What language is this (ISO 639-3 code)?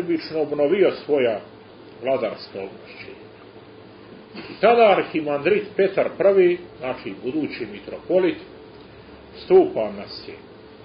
srp